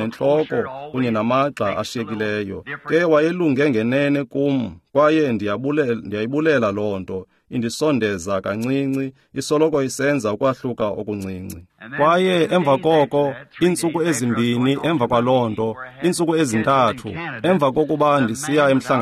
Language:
Xhosa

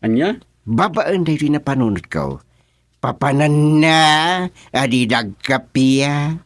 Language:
Iloko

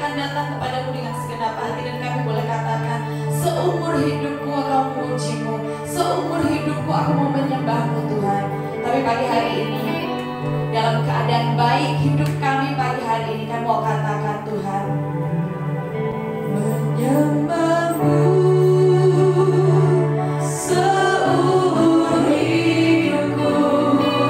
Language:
Indonesian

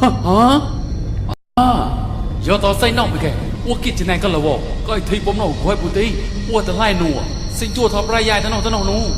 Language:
Mon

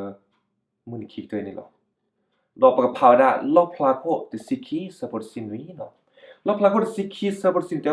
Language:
S'gaw Karen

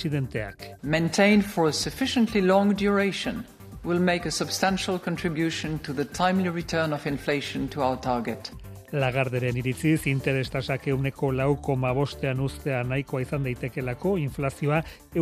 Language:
Basque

